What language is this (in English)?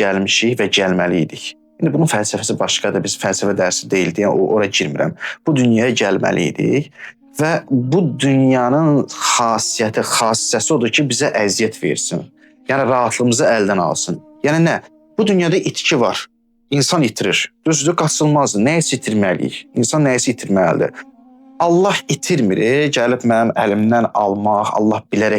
Azerbaijani